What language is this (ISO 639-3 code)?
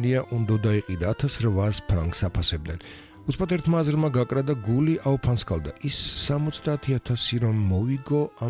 kat